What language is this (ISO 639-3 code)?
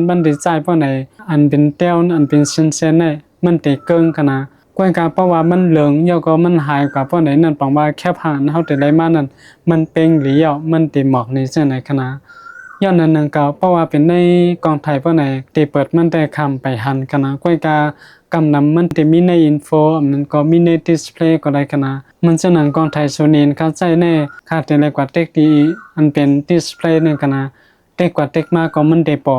shn